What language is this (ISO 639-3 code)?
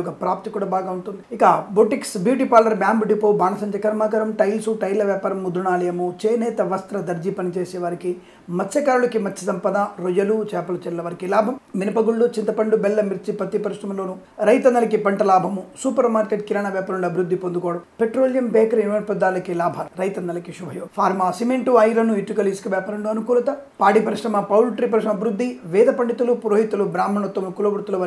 tel